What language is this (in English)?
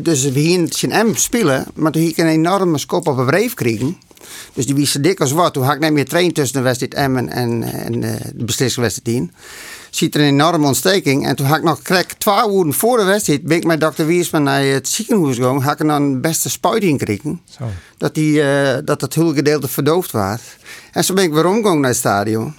Western Frisian